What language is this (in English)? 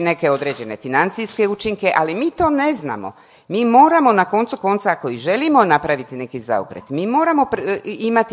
Croatian